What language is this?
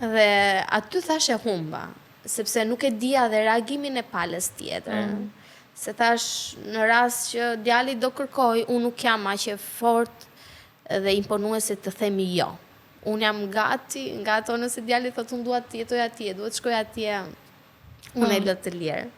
Albanian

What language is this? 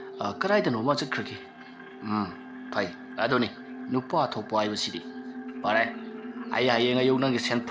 Manipuri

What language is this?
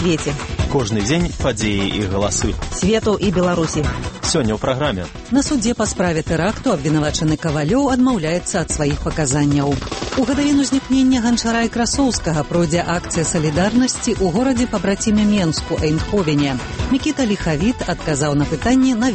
Belarusian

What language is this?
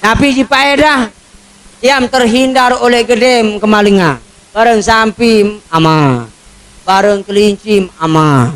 Sasak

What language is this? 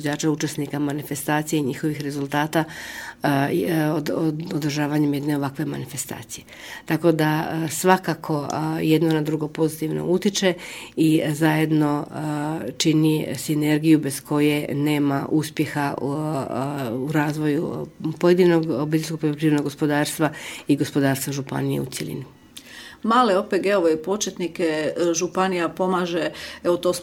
Croatian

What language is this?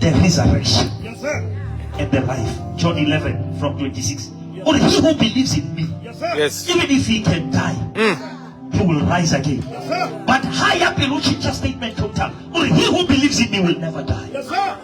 Southern Sotho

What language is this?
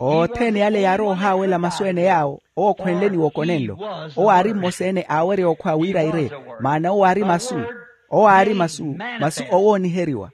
Makhuwa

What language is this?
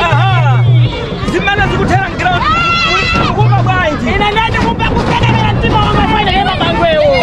Nyanja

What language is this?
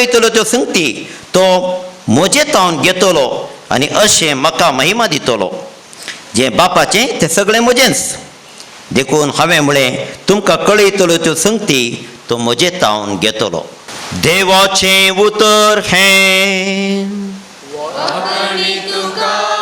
Konkani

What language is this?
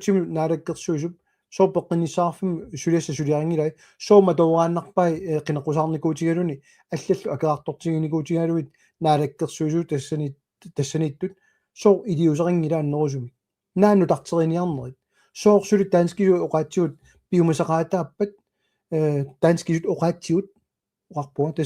Kalaallisut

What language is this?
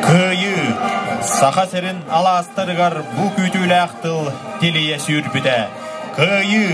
Yakut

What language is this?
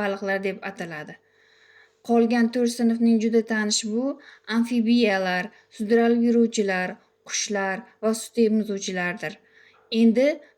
Uzbek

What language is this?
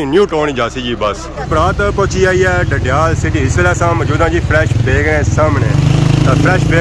Pahari-Potwari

